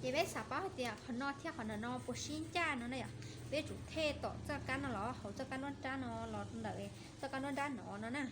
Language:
Hmong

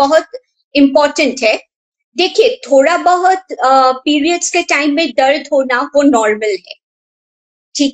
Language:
Hindi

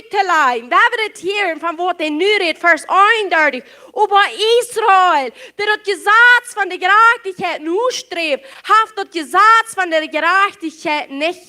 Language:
Plautdietsch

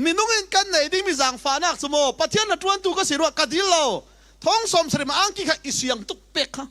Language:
Falam Chin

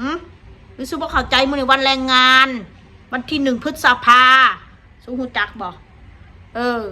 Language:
Northeastern Thai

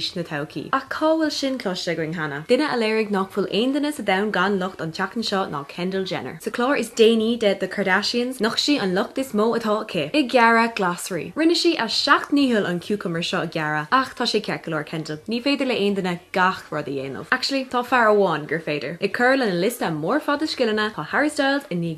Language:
Irish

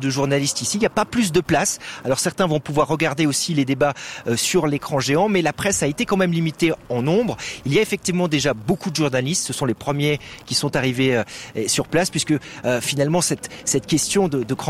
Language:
French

